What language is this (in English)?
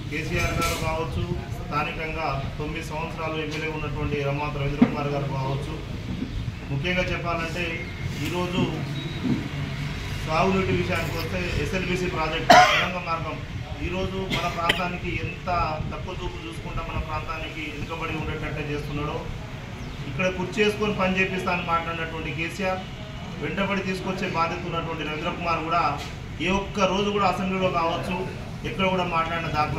Telugu